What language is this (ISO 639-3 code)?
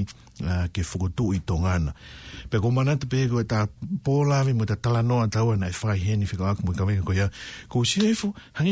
ton